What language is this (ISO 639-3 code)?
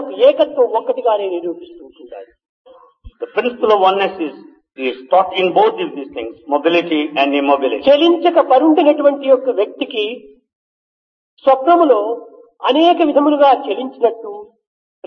tel